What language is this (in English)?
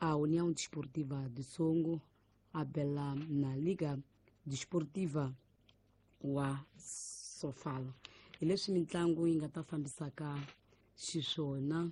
Tsonga